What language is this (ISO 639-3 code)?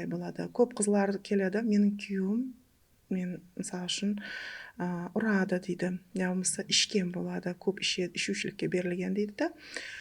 kaa